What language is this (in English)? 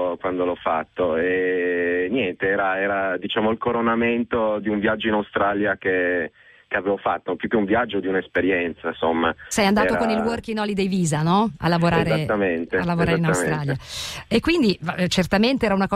Italian